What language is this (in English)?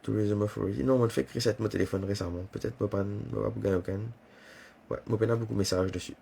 Morisyen